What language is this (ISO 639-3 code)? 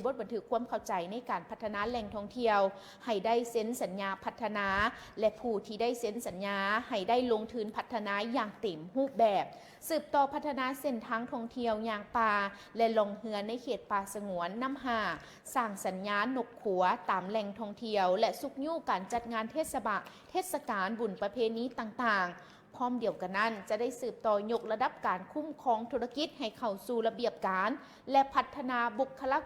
lao